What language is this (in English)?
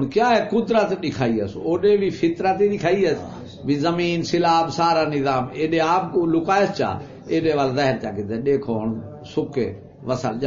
Saraiki